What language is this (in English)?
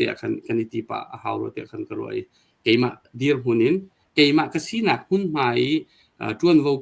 Hakha Chin